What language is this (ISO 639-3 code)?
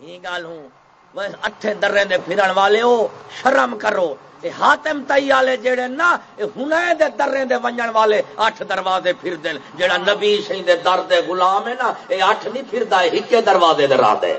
skr